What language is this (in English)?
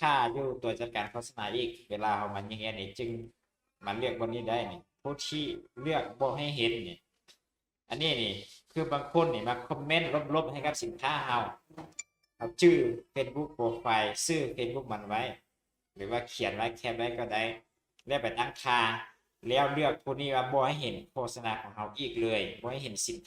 Lao